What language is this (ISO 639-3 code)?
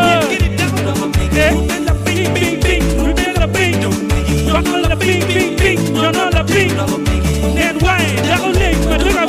ach